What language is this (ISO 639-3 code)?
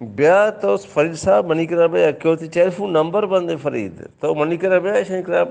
bal